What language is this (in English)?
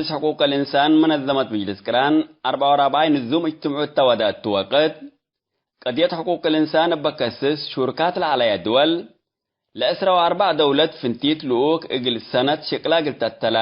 Tigre